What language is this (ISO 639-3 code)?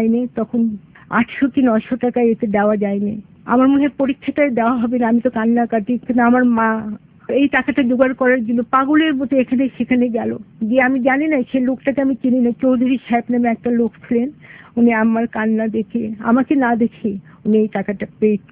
ben